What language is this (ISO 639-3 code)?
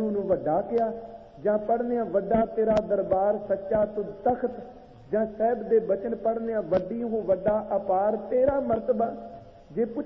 pan